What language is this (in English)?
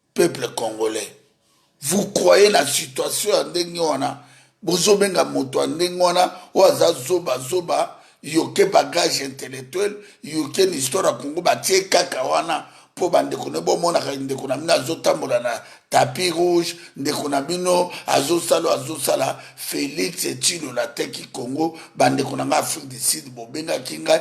Lingala